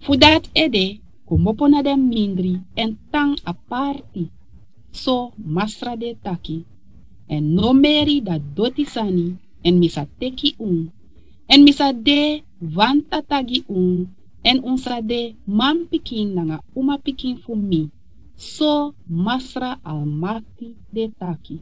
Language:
Sranan Tongo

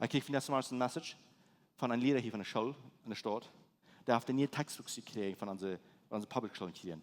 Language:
Plautdietsch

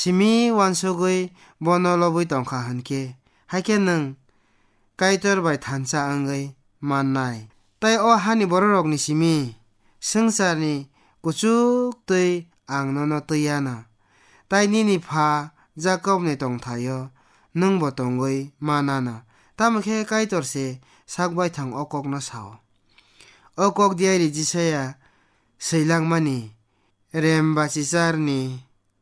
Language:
Kok Borok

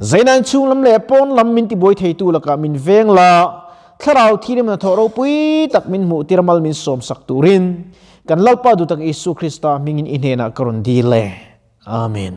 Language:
Mizo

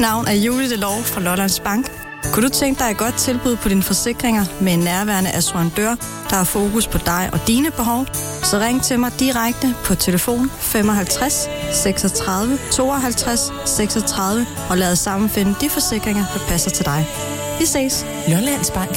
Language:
Danish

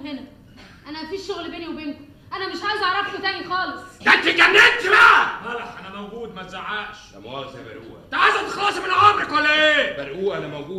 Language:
Egyptian Arabic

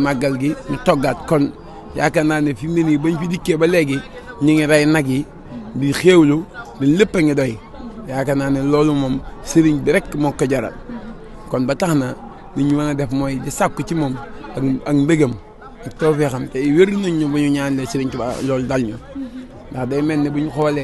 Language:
Wolof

